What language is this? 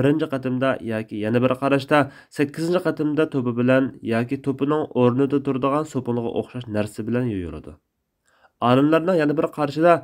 Uyghur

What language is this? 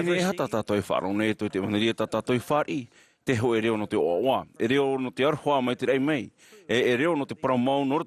Tahitian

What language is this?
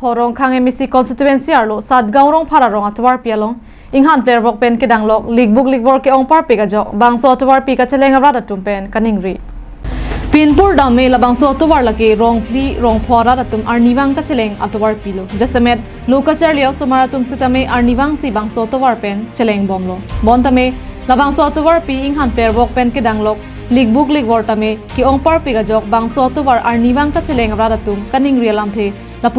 Karbi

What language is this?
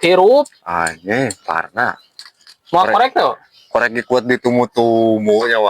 Sundanese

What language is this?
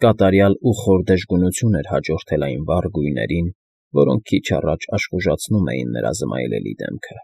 Armenian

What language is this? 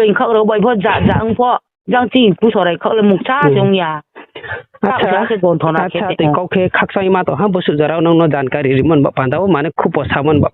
Riang (India)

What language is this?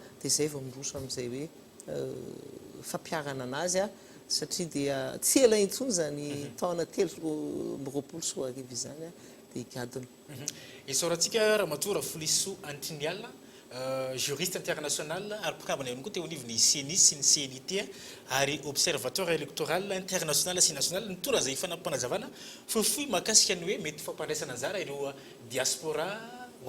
Malagasy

